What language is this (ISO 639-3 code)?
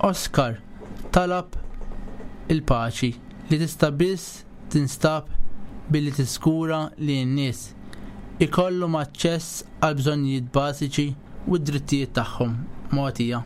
mlt